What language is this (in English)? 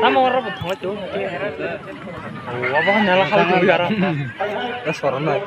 Kok Borok